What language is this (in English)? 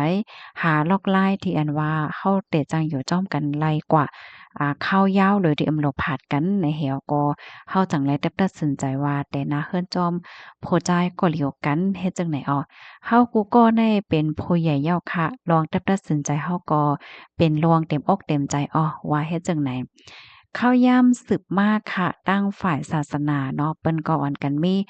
Shan